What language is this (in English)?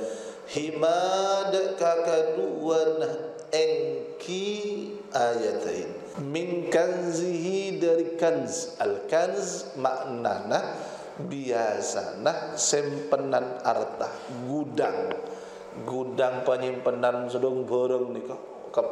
Madurese